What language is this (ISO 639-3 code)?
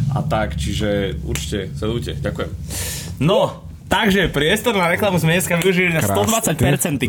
slk